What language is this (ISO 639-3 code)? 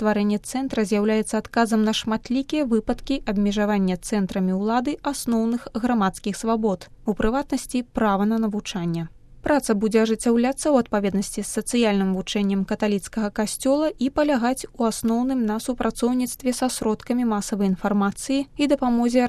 bel